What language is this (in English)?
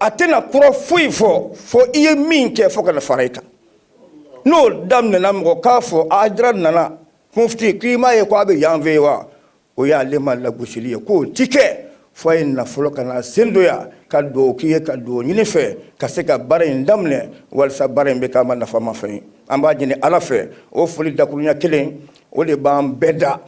Bambara